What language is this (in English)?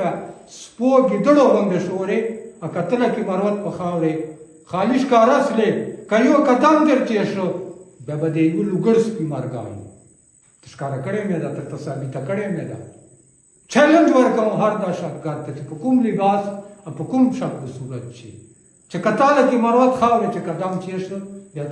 Pashto